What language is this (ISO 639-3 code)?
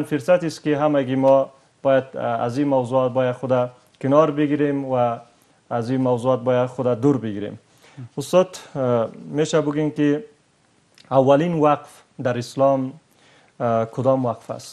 fas